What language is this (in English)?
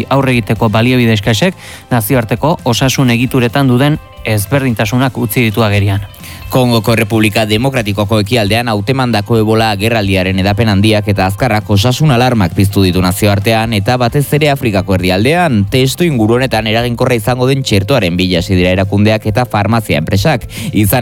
Basque